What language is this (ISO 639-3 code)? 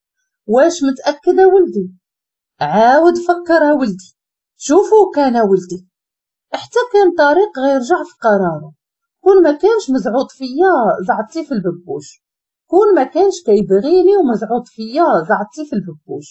ary